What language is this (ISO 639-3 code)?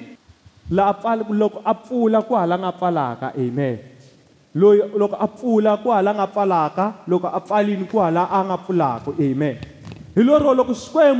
tso